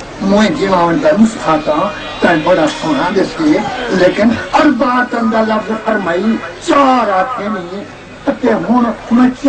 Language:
Saraiki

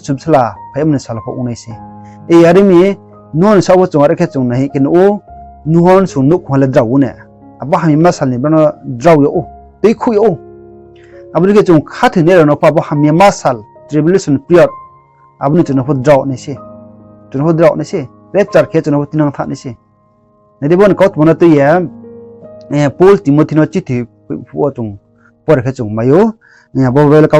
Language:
Riang (India)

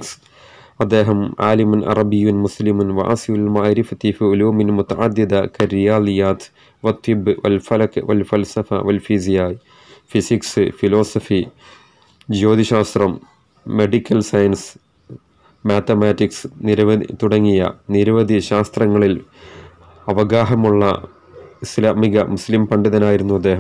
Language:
Malayalam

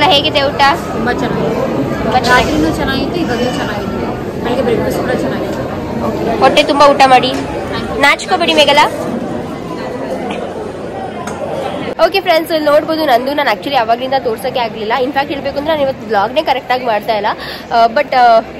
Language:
Kannada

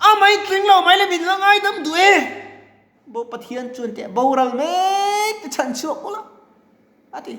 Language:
Mizo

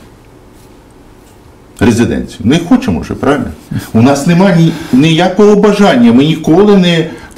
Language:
Ukrainian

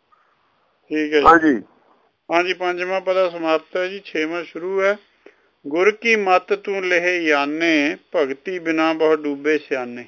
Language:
Punjabi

